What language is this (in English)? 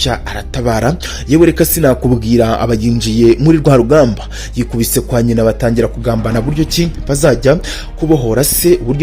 Kinyarwanda